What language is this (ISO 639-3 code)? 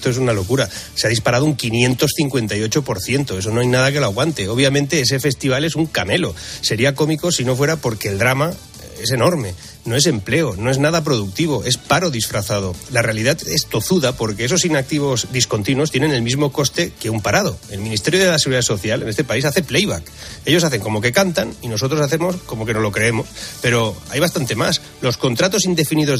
spa